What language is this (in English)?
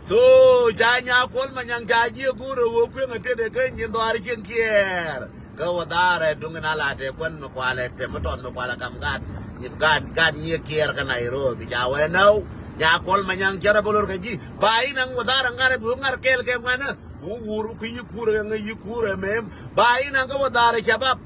Nuer